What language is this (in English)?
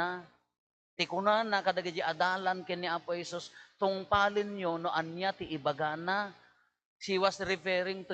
Iloko